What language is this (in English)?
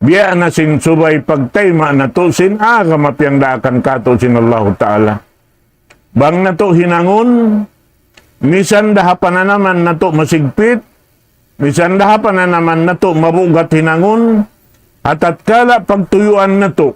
Tausug